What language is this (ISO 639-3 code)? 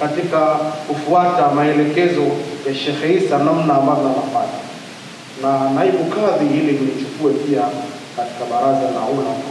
swa